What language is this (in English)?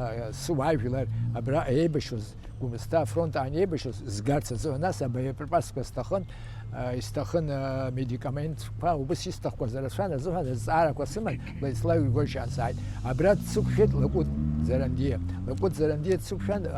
Abkhazian